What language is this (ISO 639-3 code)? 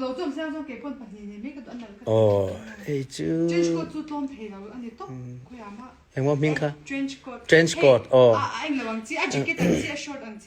lus